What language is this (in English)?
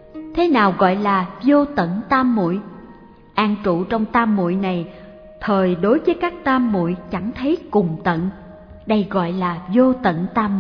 Vietnamese